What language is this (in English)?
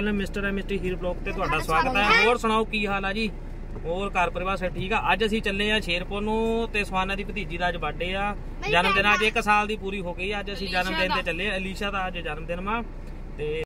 Punjabi